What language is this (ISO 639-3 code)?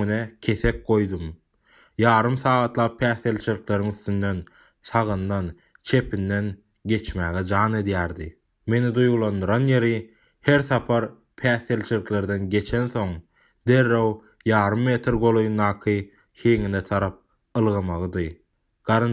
tuk